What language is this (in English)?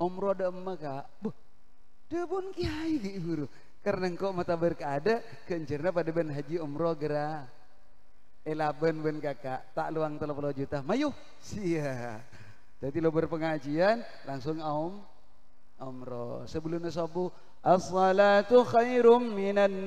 Madurese